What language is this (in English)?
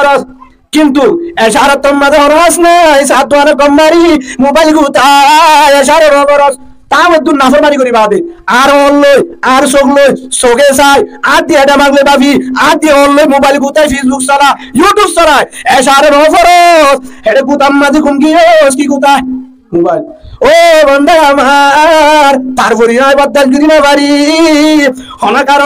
Rohingya